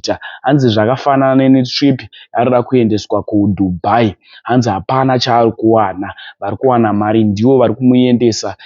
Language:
Shona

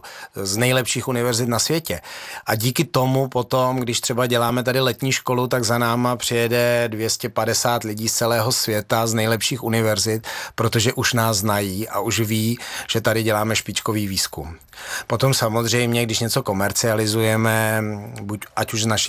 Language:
Czech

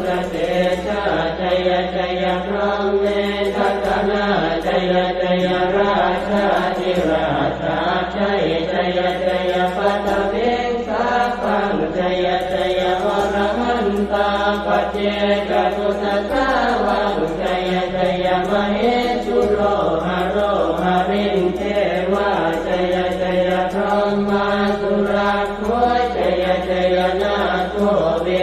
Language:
Pali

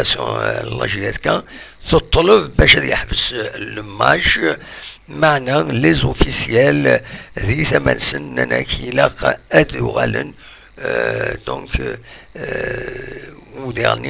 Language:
Kabyle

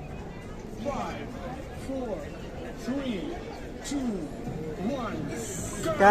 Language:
Khasi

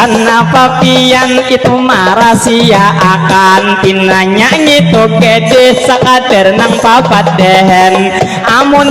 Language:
Banjar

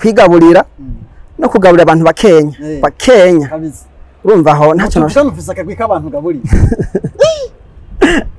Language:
Rundi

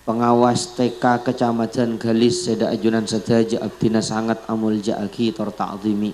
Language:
Madurese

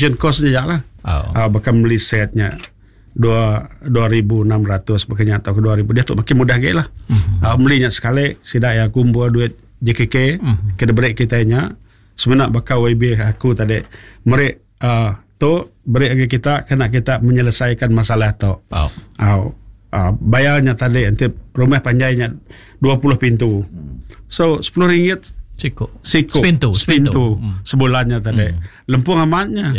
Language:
Iban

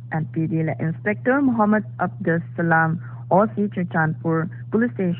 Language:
Paite Chin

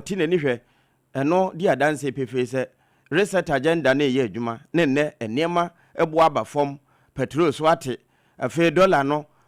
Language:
Akan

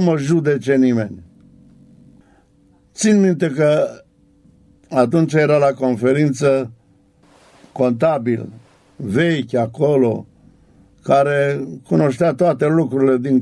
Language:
Romanian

